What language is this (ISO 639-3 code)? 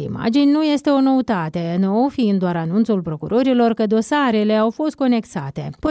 ron